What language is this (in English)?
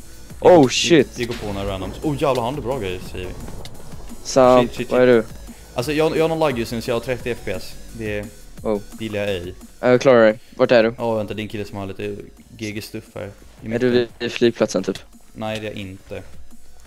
Swedish